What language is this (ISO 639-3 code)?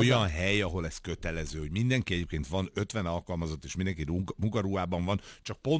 hun